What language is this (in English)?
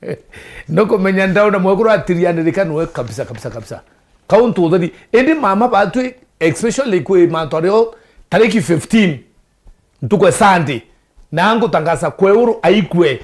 Meru